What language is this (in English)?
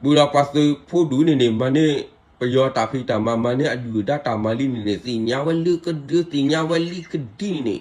S'gaw Karen